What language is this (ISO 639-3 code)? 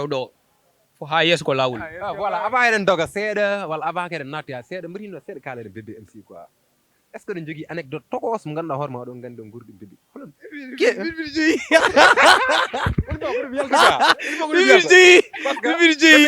ful